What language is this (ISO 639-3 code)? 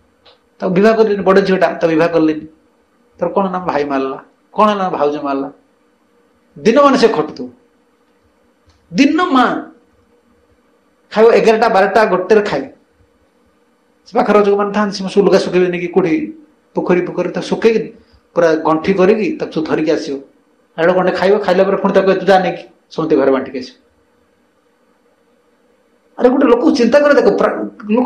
ori